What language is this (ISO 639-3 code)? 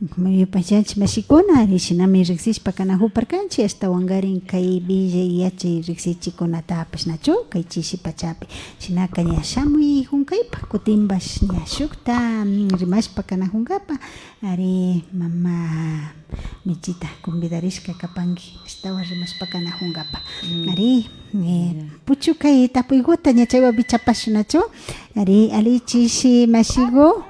qvi